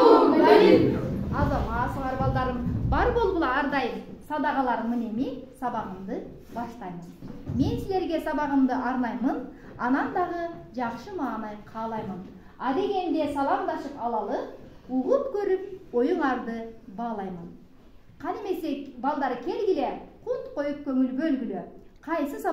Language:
Kyrgyz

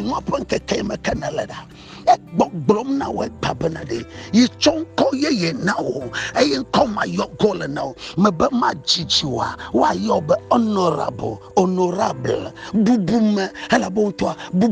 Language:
Ewe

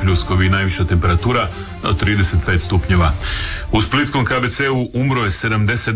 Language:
Croatian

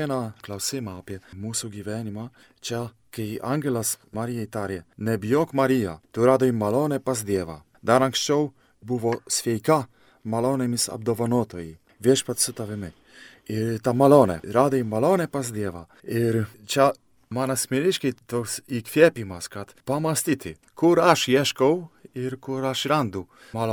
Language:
Lithuanian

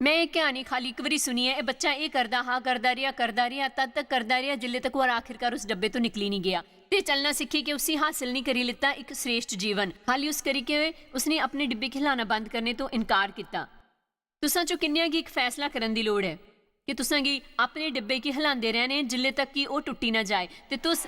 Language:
Dogri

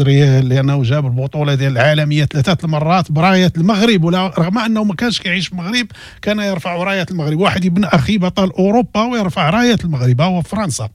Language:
Moroccan Arabic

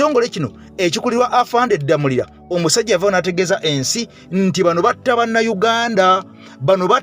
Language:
Ganda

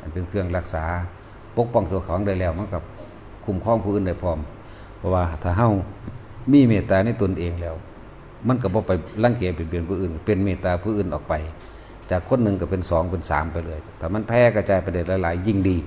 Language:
Northeastern Thai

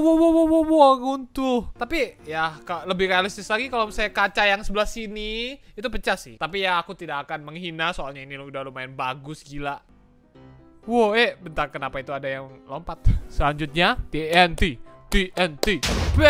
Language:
Indonesian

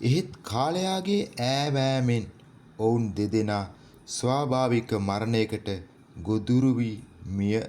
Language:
Sinhala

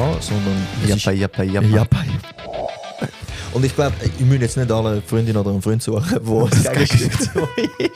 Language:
Swiss German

